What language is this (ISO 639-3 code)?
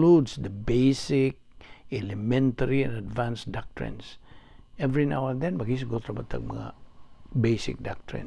ceb